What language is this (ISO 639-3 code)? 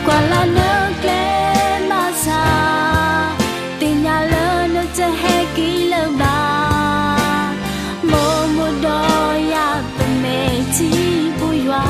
ksw